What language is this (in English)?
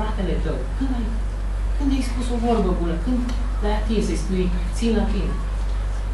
Romanian